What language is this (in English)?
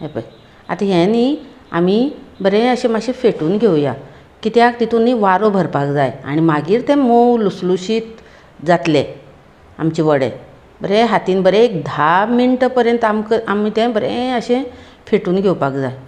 Konkani